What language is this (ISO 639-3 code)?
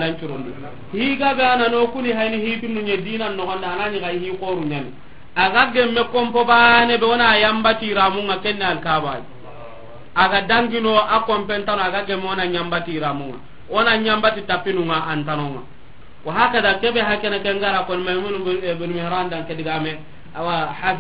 snk